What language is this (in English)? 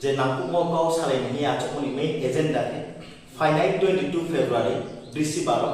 Riang (India)